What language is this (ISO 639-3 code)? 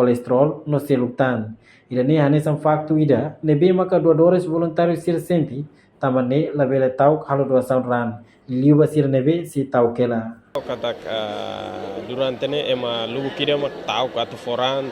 tet